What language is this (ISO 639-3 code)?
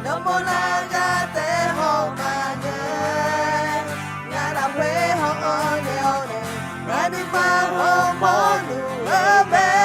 ahk